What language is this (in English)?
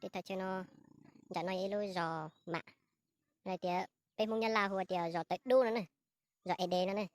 Hmong